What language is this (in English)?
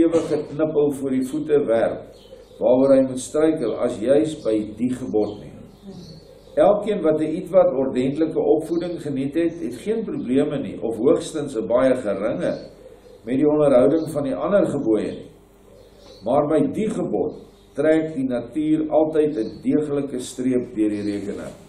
Afrikaans